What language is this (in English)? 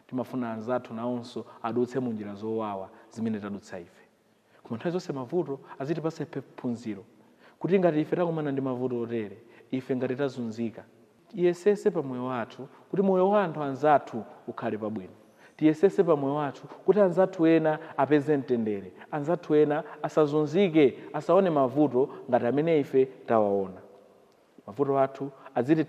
Nyanja